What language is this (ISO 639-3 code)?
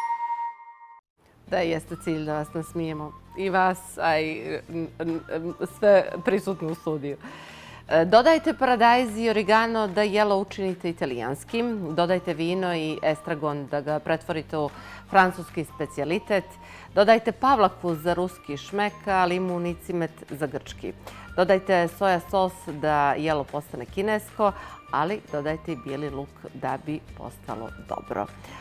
bos